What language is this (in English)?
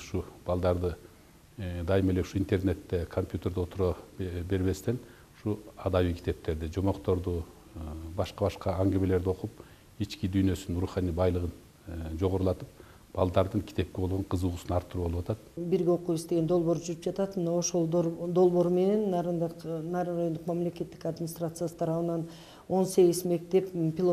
Kyrgyz